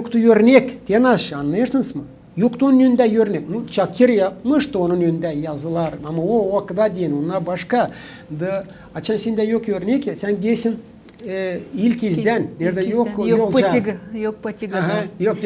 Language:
Gagauz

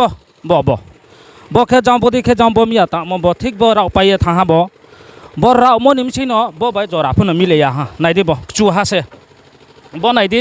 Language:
Riang (India)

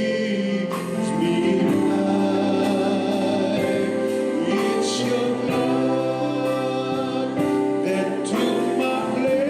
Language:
Fijian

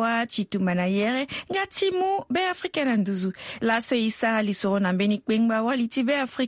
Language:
Sango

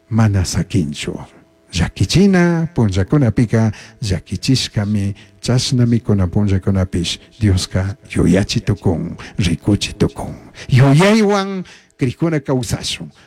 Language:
Chimborazo Highland Quichua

